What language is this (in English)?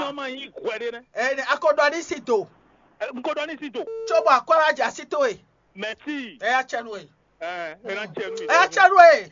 Fon